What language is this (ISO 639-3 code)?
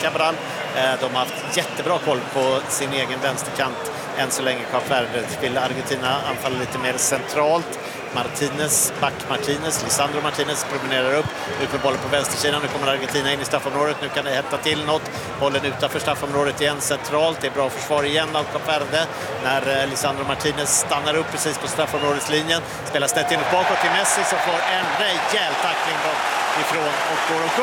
swe